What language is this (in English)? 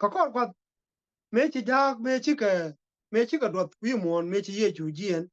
Nuer